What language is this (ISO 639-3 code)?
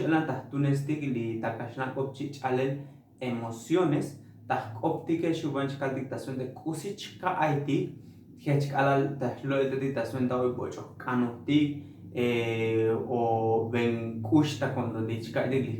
tzo